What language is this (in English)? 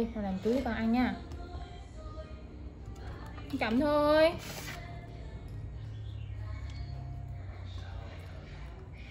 Vietnamese